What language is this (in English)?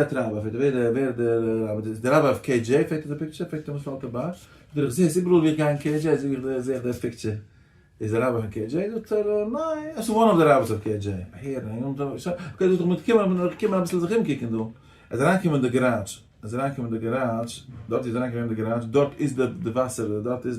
Yiddish